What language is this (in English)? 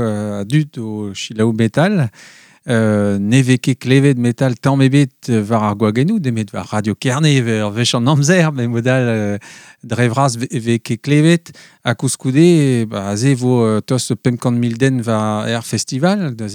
Breton